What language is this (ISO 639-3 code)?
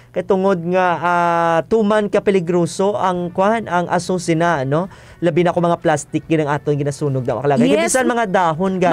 hil